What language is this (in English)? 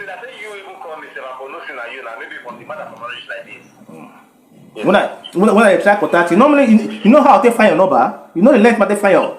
Nigerian Pidgin